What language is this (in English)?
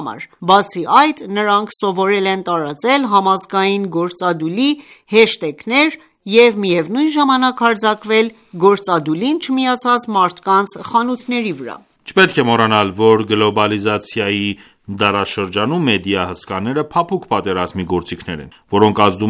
Armenian